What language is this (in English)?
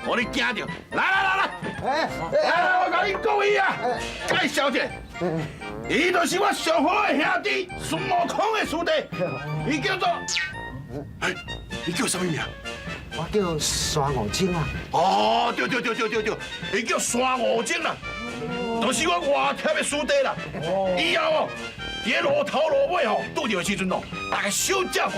Min Nan Chinese